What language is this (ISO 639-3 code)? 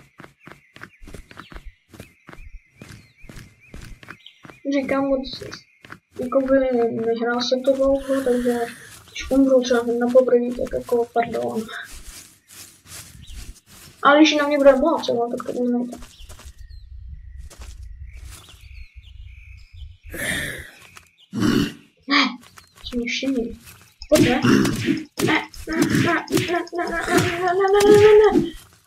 ces